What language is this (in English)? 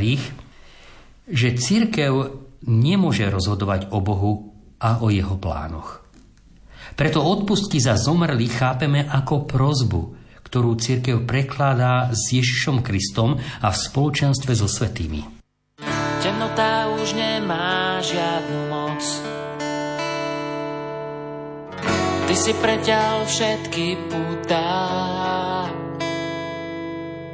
Slovak